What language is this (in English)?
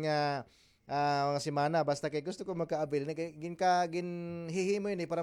Waray